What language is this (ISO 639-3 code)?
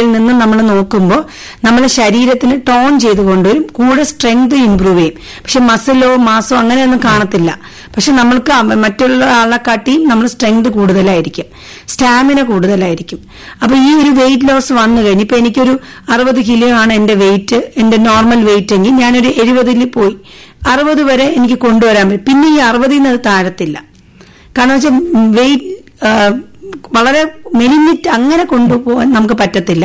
mal